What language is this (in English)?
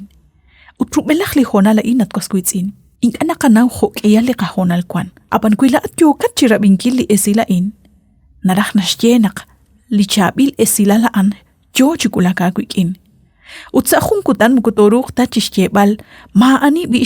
Kekchí